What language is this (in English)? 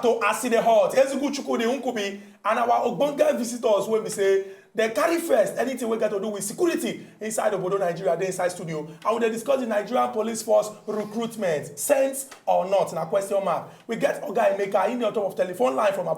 Nigerian Pidgin